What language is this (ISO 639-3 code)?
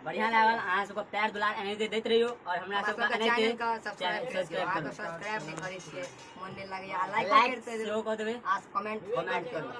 mai